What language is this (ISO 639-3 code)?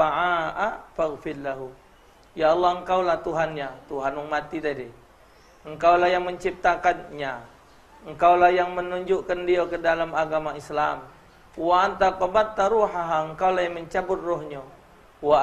mui